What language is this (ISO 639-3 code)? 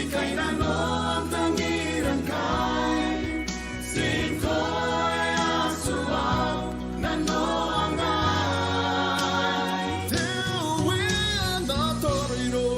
gil